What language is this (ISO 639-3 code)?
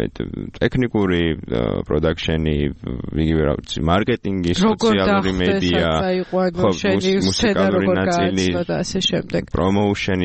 kat